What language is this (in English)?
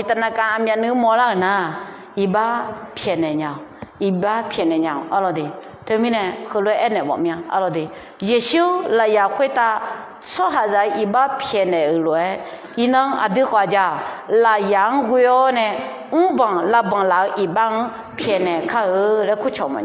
Akha